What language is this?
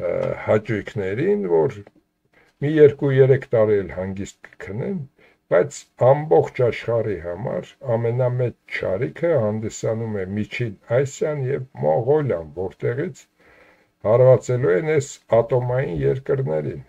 Armenian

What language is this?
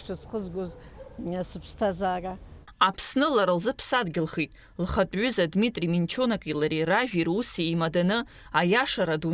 Abkhazian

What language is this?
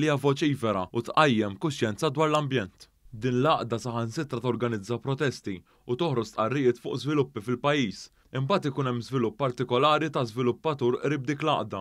Maltese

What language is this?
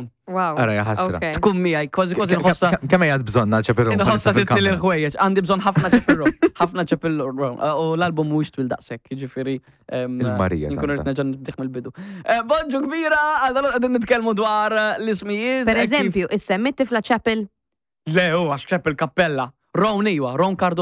Maltese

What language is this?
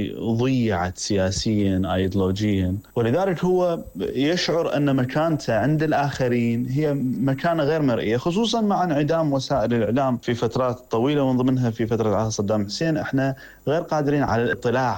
Mesopotamian Arabic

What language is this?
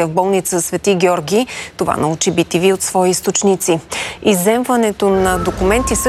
Bulgarian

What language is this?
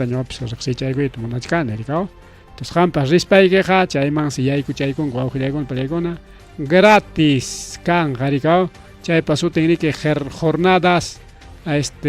Ayacucho Quechua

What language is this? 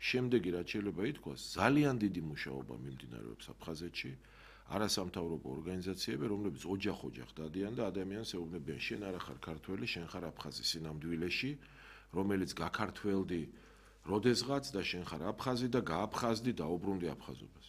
Georgian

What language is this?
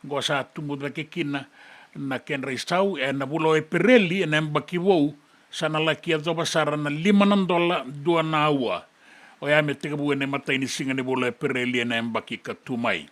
Fijian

